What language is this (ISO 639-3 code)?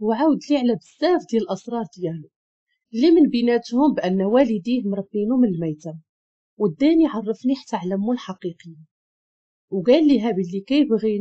ary